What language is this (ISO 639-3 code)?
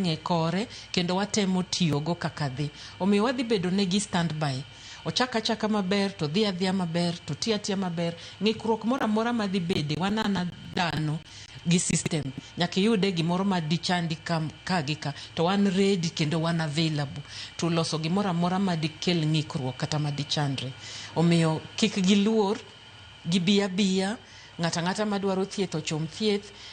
luo